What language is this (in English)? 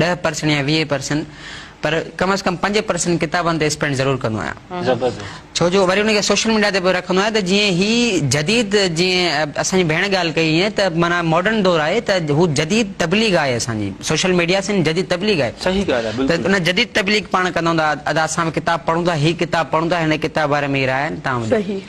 Sindhi